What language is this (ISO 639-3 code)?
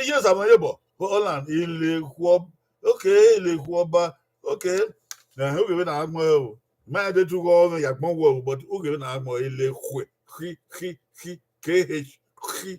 bin